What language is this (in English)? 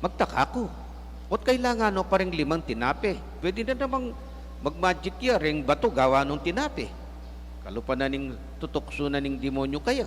Pampanga